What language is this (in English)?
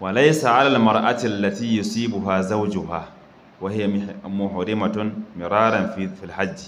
Hausa